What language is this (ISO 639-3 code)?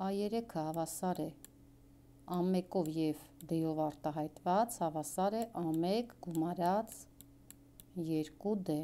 hye